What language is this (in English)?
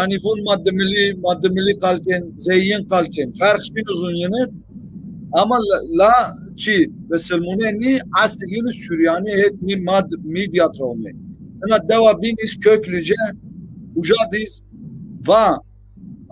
Zaza